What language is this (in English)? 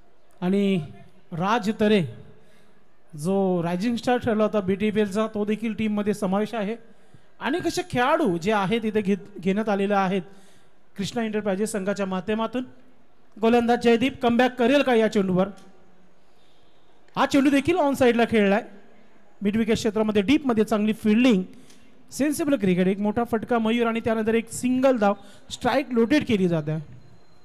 Marathi